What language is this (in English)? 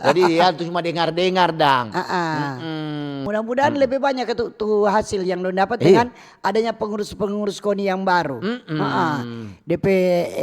Manado Malay